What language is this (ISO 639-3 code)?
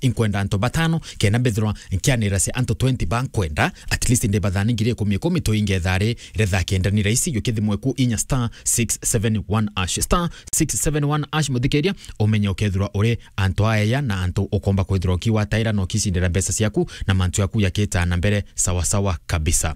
mer